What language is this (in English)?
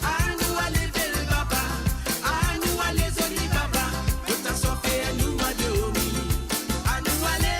Morisyen